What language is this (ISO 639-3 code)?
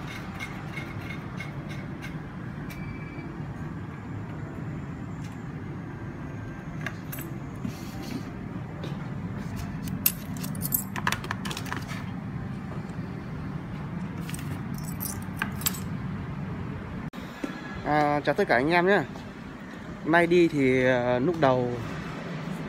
vie